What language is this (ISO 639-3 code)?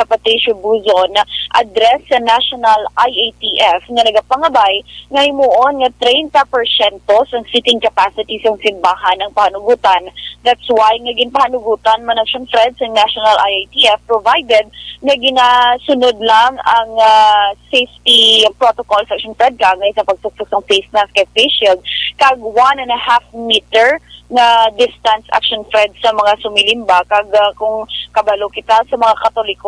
hil